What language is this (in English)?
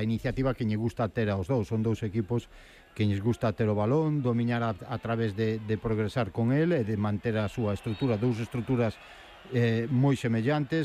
Galician